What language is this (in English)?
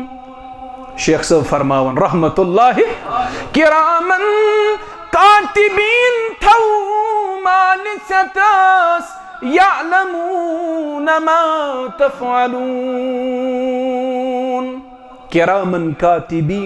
Kashmiri